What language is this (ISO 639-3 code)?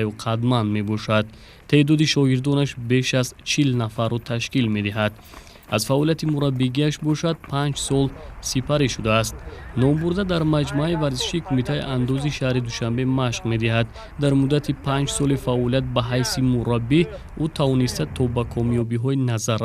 tgk